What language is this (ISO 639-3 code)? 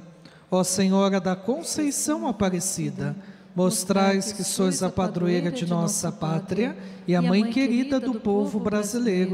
por